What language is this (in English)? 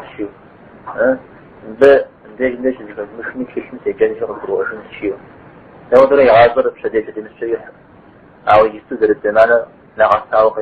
Kabardian